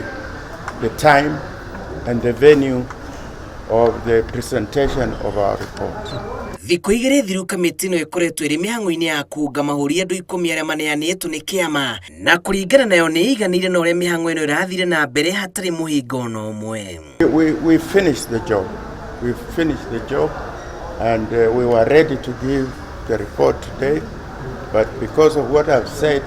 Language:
Kikuyu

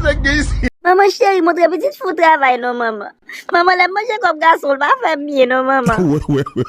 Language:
Haitian Creole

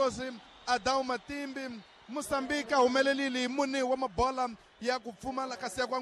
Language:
Tsonga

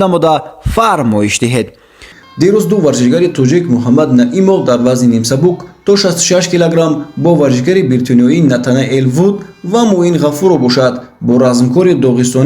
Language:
Tajik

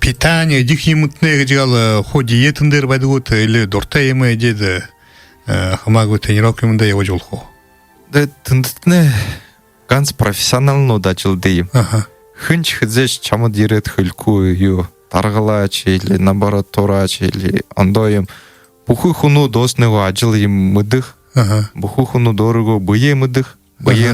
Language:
Buriat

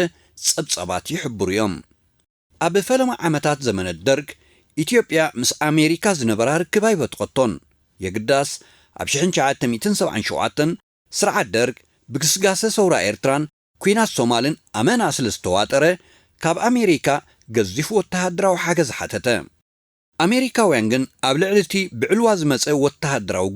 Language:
Tigrinya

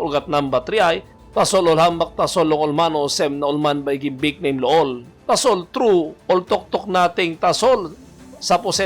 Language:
Tok Pisin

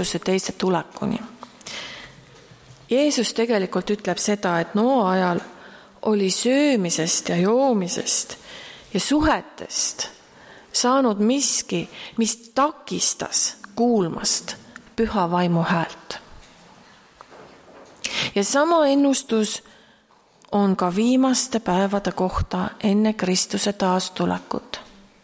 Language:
Estonian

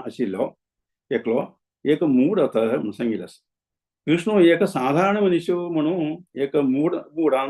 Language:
Konkani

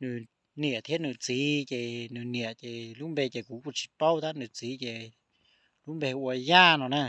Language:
Hmong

